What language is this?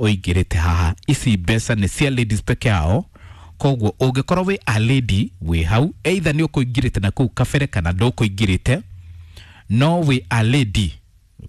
Kikuyu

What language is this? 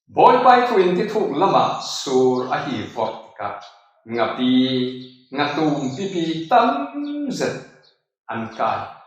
Falam Chin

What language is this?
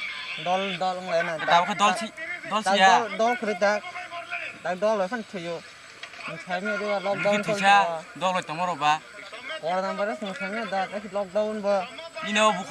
Kok Borok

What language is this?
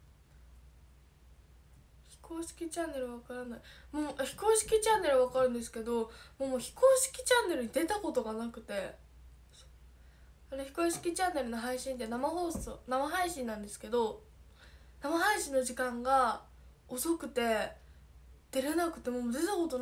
Japanese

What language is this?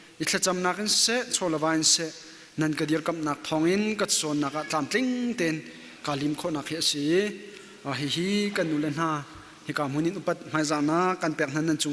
Hakha Chin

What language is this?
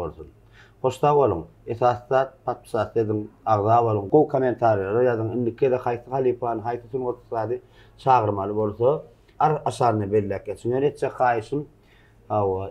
Turkmen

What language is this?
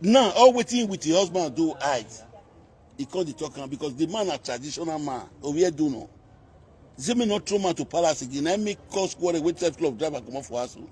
Nigerian Pidgin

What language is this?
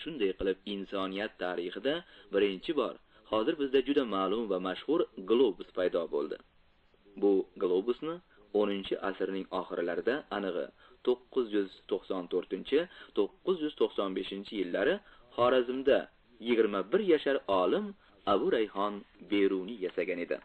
Uzbek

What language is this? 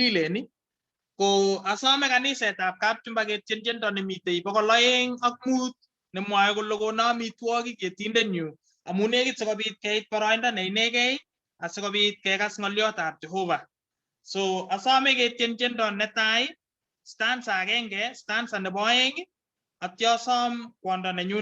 Kalenjin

